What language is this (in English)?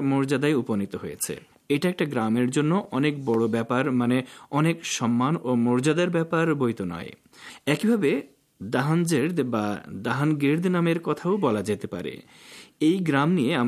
Bangla